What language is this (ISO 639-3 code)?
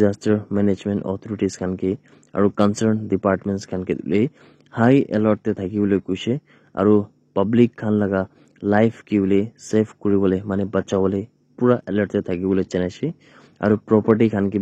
nag